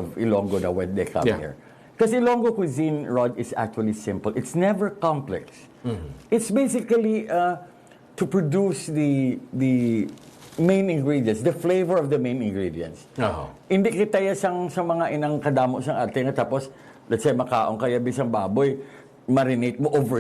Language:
Hiligaynon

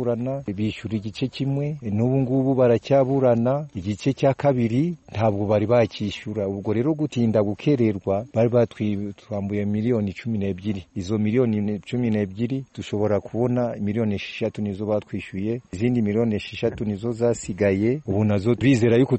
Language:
Kinyarwanda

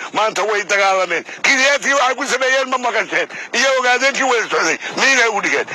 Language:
Somali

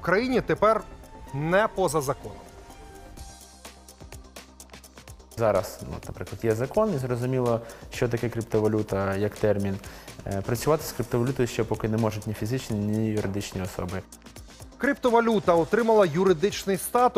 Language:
Ukrainian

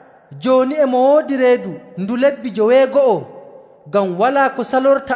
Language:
Nigerian Fulfulde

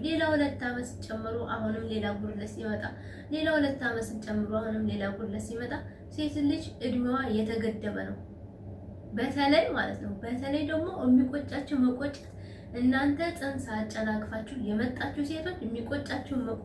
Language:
Amharic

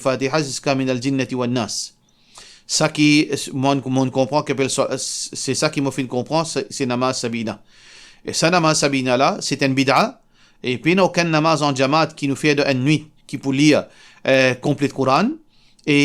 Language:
Morisyen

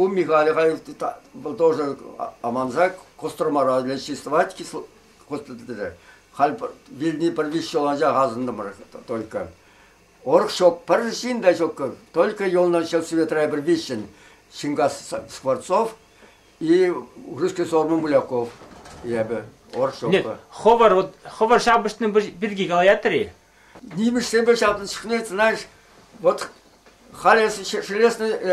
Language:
Chuvash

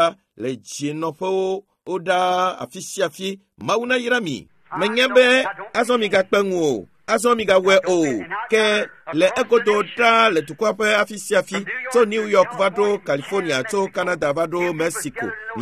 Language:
Ewe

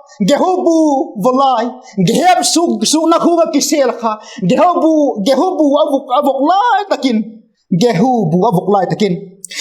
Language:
Vaiphei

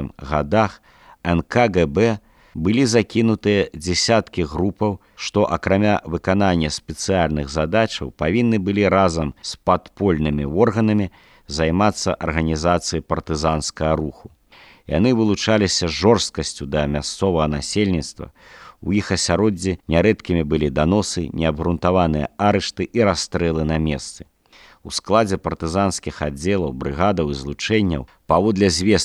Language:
Belarusian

